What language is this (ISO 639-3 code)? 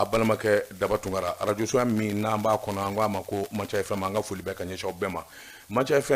bam